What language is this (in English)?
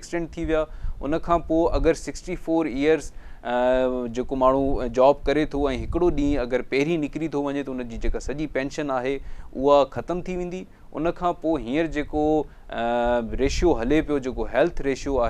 Sindhi